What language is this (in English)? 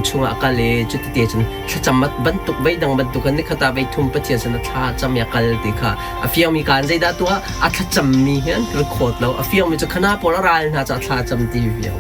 Hakha Chin